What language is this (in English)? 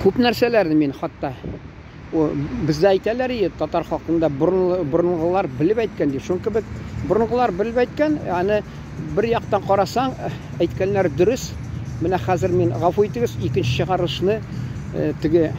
Tatar